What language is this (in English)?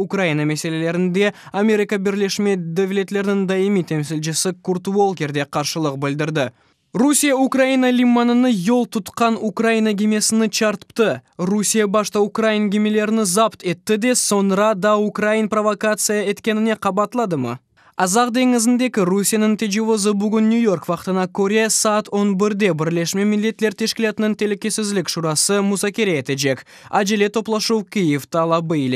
Crimean Tatar